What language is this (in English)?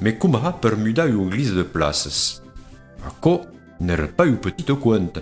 Occitan